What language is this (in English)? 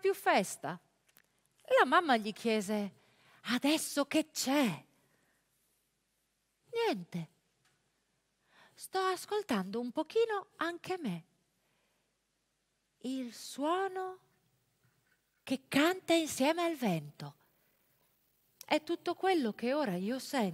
Italian